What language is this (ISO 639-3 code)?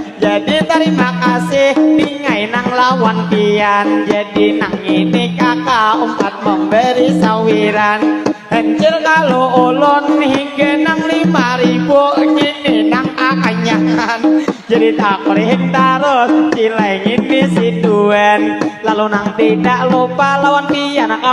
bjn